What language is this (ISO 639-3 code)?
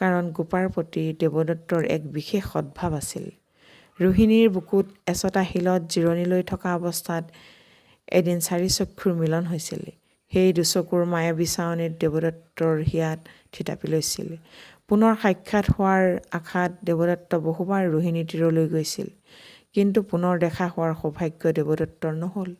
asm